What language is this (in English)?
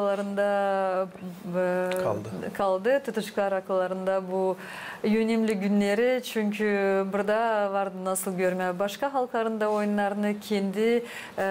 Gagauz